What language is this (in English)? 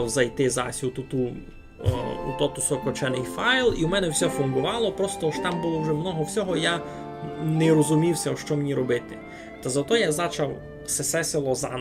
Rusyn